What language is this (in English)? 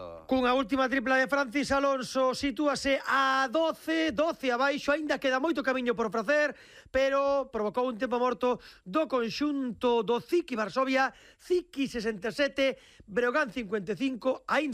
Galician